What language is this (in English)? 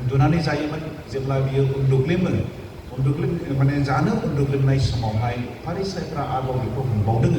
Bodo